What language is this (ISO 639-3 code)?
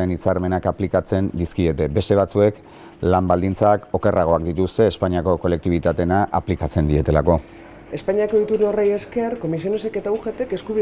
eus